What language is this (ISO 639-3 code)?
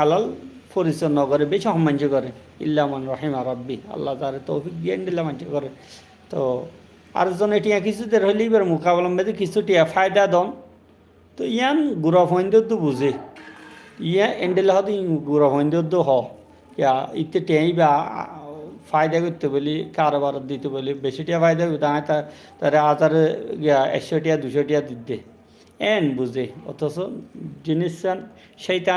rhg